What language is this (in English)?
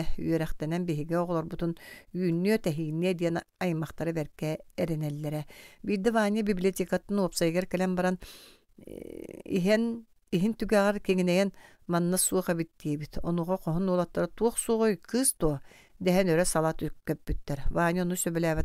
Yakut